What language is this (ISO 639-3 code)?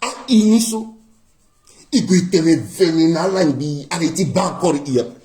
sag